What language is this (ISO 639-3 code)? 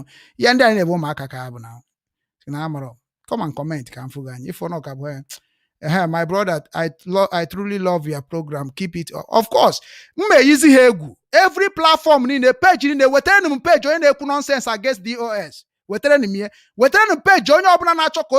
ibo